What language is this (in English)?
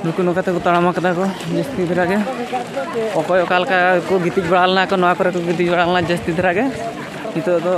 Santali